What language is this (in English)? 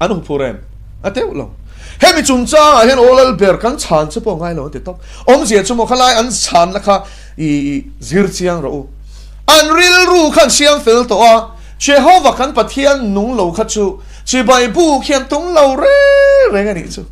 Mizo